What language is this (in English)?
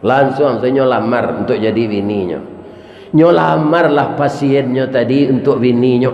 Minangkabau